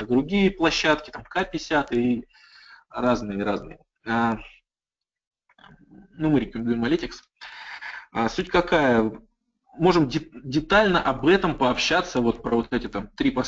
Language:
Russian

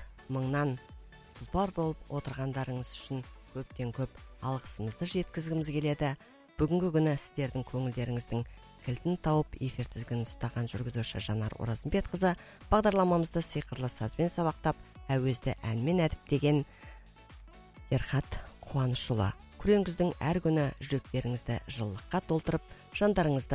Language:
Kazakh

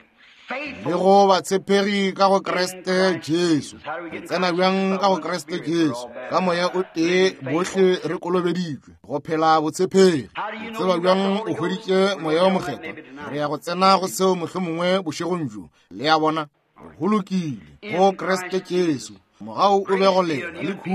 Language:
Northern Sotho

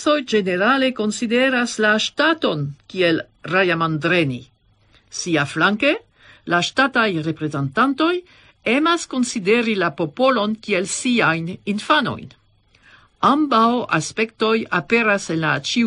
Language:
Esperanto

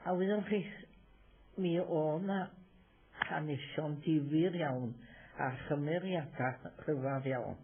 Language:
Welsh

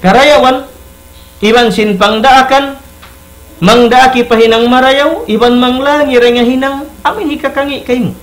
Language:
Tausug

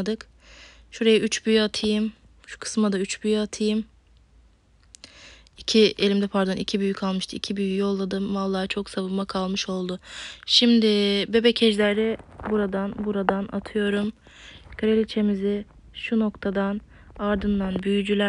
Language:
Turkish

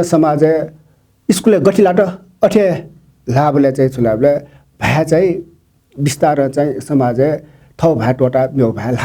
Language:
Newari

